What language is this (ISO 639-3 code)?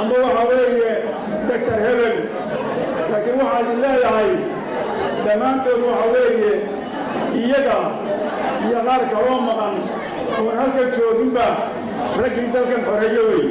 som